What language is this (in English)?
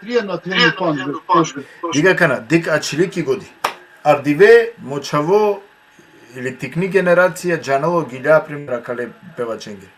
Balkan Romani